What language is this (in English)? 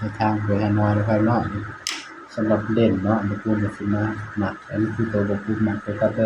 Northeastern Thai